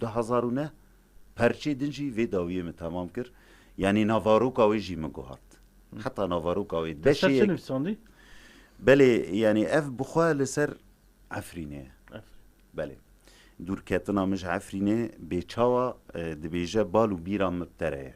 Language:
Kurdish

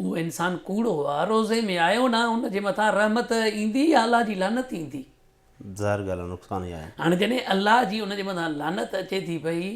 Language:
Sindhi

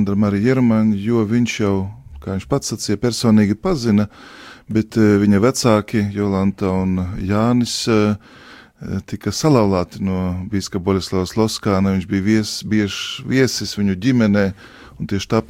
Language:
Latvian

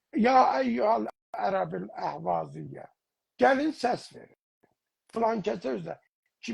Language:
South Azerbaijani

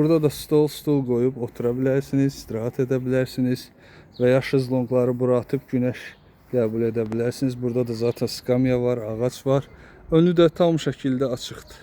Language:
Azerbaijani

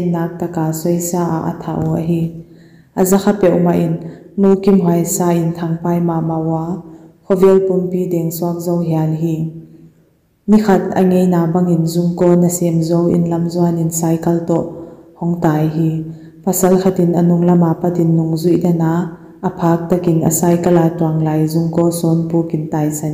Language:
Paite Chin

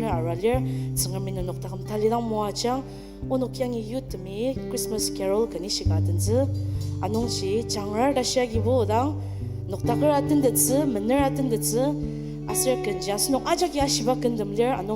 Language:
Ao Naga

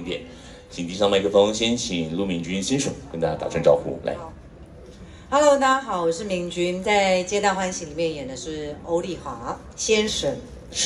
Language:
Chinese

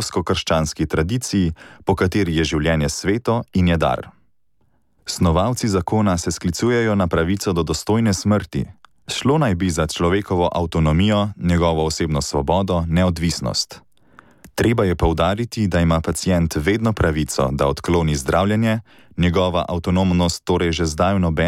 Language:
Slovenian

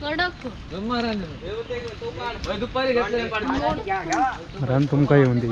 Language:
Konkani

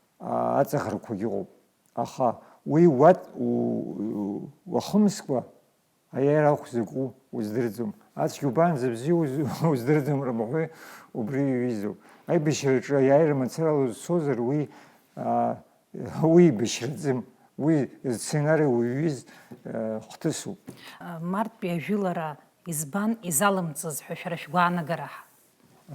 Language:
Abkhazian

